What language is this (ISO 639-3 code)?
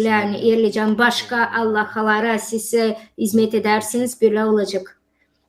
gag